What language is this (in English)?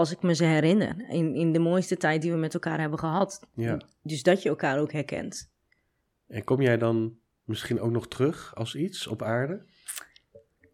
Dutch